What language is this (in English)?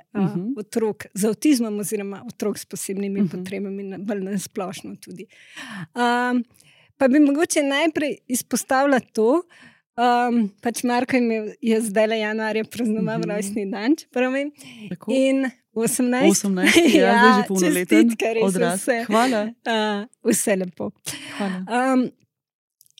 Slovenian